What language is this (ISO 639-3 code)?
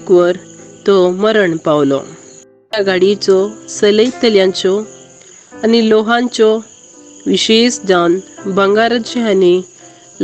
kok